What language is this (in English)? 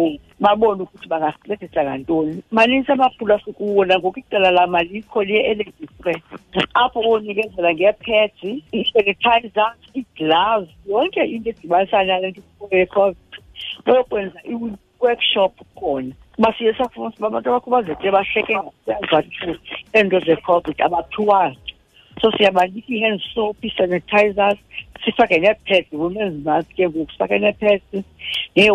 Xhosa